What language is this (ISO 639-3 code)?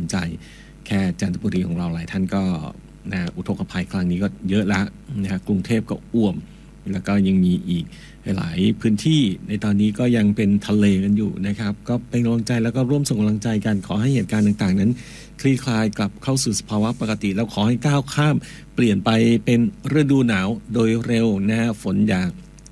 tha